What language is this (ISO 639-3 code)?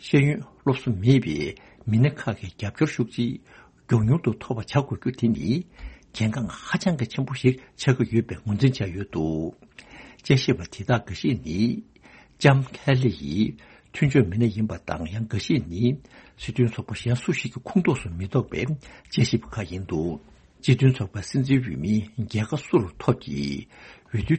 bod